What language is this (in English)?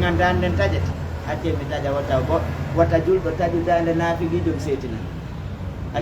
Fula